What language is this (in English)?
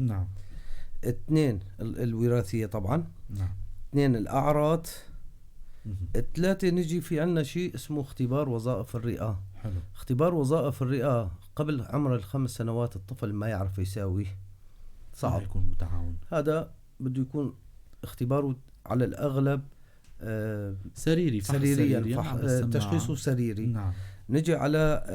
North Levantine Arabic